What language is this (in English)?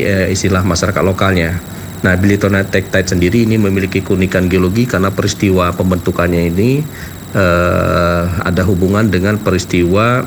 Indonesian